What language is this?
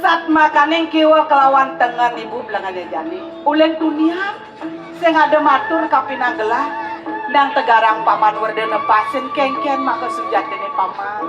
Balinese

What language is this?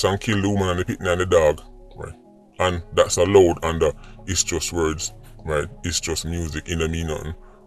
Jamaican Creole English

